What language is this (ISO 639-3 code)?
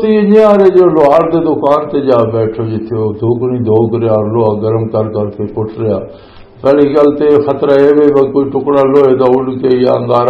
lah